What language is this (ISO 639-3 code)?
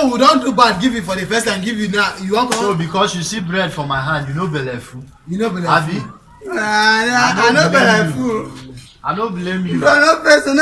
pcm